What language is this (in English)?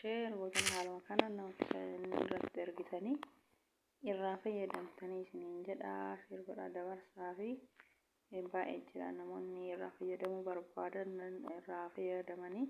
Oromo